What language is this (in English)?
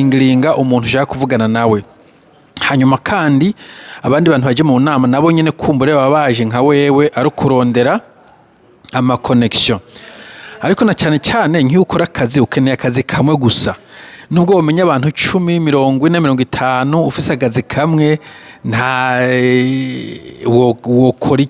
Rundi